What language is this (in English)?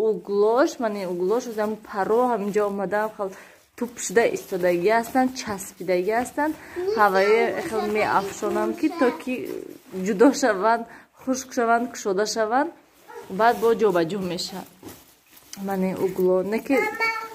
Tajik